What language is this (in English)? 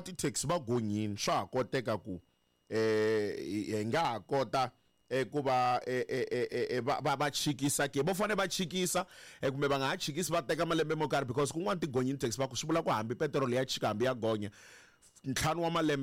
Tsonga